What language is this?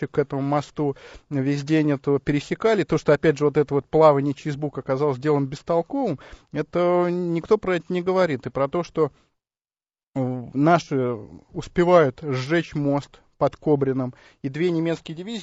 Russian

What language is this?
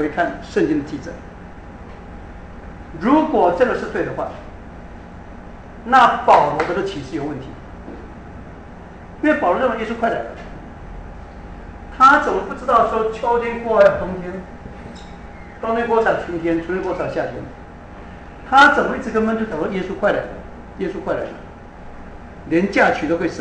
Chinese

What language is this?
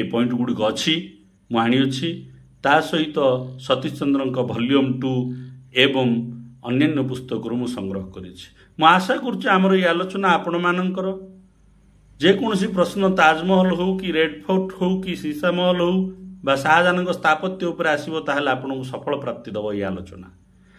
Odia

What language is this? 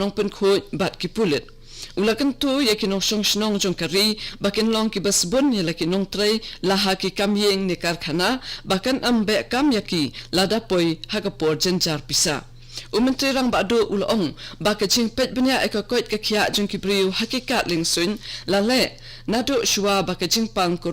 Khasi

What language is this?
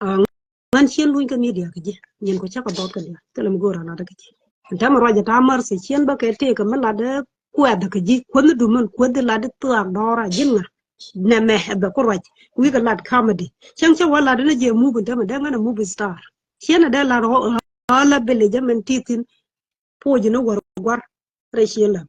Nuer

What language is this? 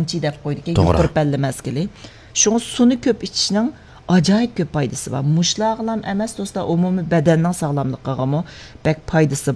Uyghur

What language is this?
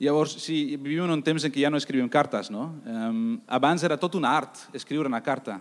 Catalan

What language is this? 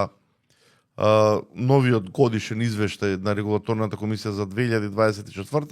Macedonian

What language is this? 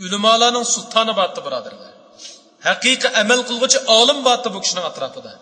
Uyghur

